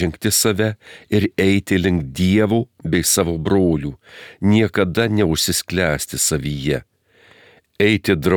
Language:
Lithuanian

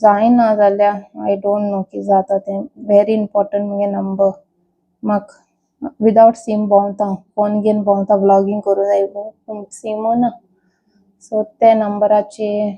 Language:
Konkani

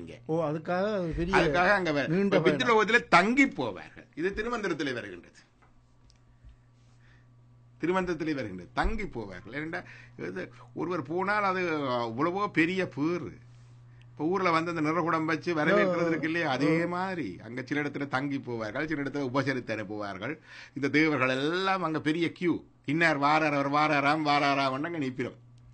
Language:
Tamil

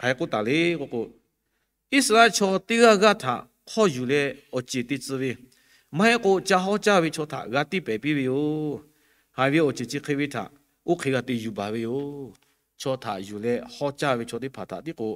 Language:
Lahu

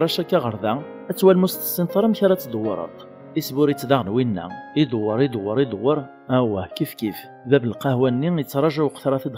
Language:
Kabyle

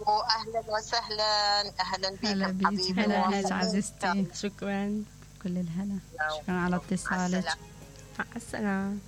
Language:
Mesopotamian Arabic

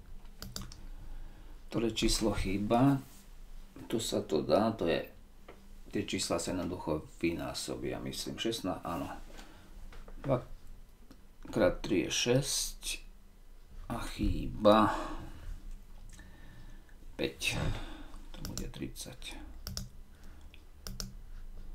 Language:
Slovak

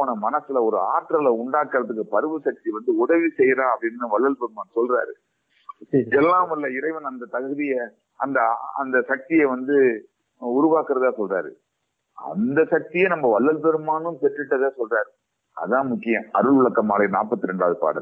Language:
Tamil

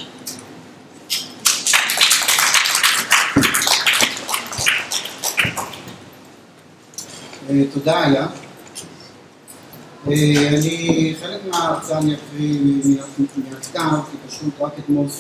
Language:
Hebrew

